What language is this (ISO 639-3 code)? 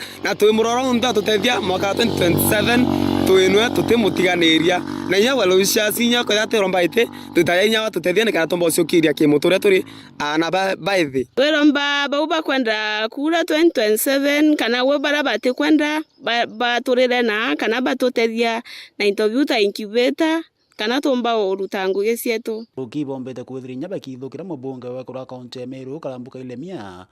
mer